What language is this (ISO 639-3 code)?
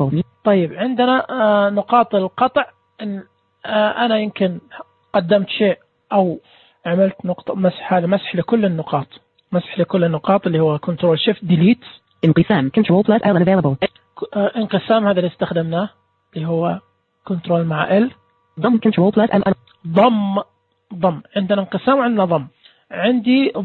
ars